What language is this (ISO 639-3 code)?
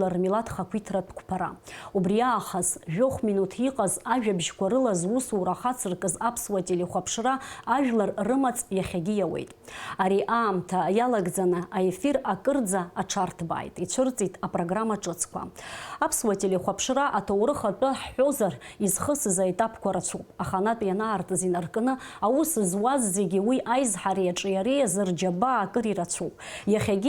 abk